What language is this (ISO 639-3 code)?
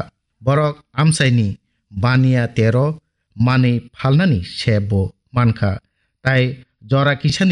trp